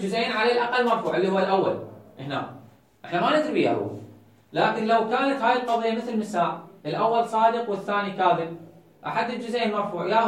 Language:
Mesopotamian Arabic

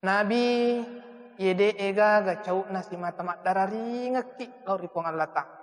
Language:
Buginese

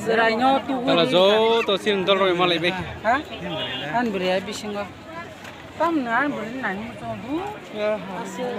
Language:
Kok Borok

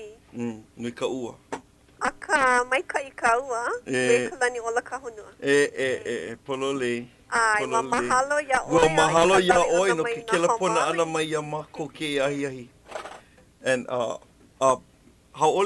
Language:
Hawaiian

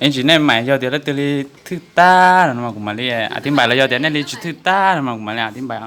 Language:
Hmong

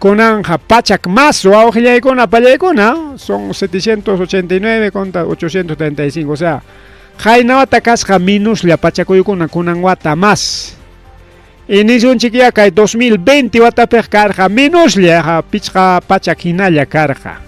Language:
Ayacucho Quechua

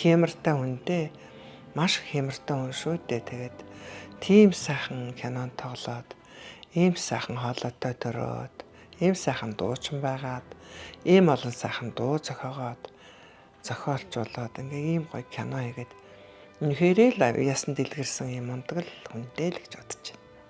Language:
Mongolian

